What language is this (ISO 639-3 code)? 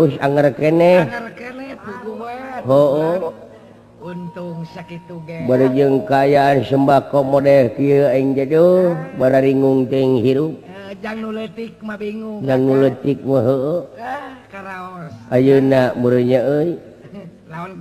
sun